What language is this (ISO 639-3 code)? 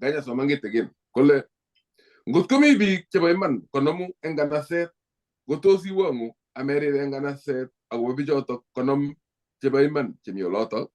kln